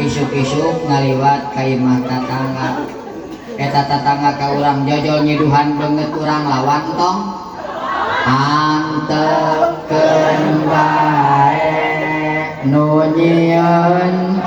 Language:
Sundanese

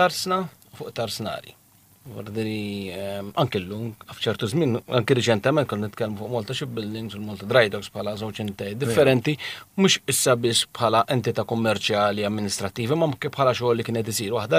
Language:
Maltese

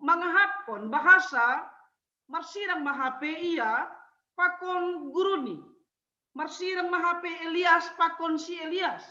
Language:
Batak Simalungun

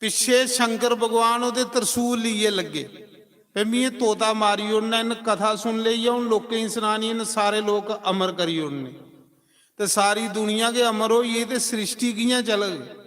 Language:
Dogri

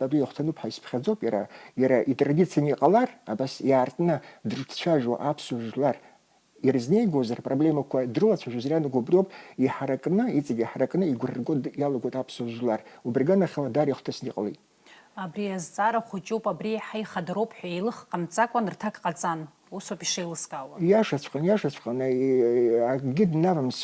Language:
Abkhazian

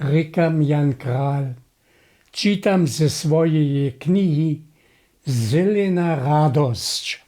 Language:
Upper Sorbian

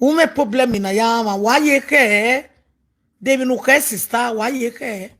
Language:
Nigerian Pidgin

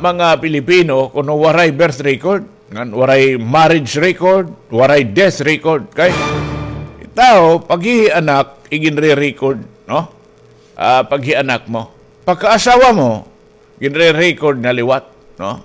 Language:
Waray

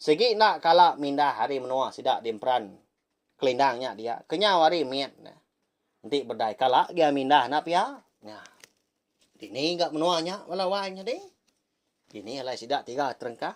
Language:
Iban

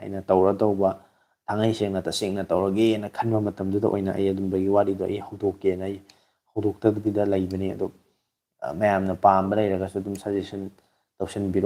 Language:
Manipuri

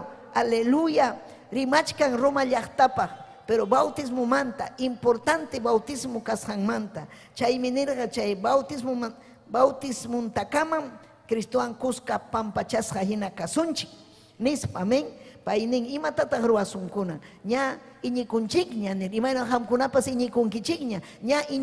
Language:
Ayacucho Quechua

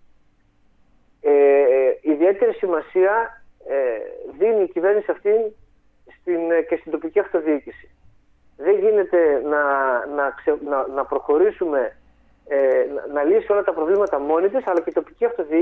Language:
Greek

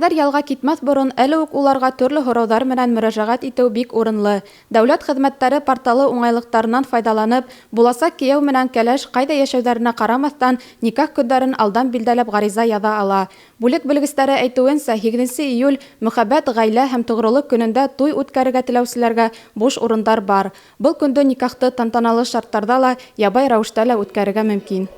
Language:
Bashkir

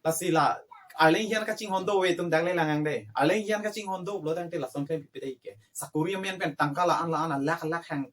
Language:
Karbi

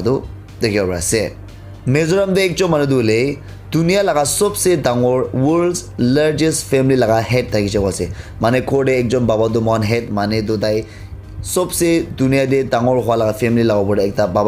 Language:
Naga Pidgin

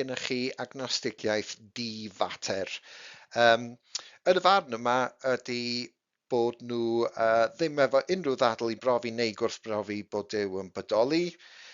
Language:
Welsh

